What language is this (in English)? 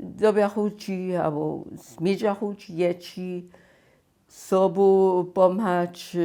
Upper Sorbian